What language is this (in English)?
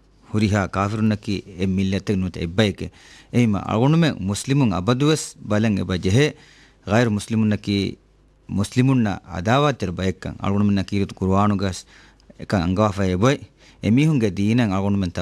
Divehi